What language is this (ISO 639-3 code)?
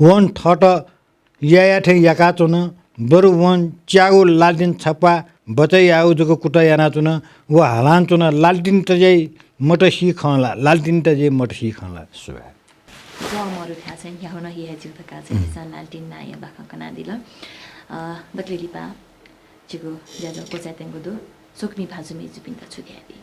new